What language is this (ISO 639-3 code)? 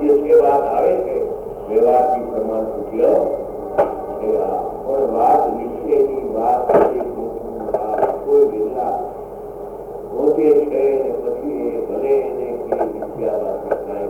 guj